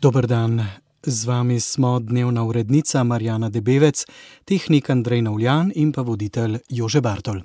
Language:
Slovenian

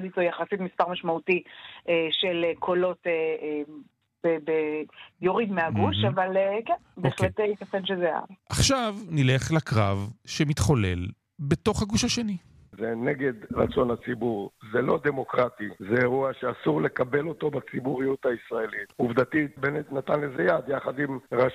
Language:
Hebrew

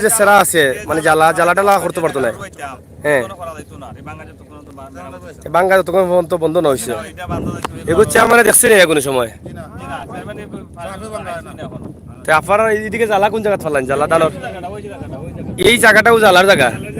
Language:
Sylheti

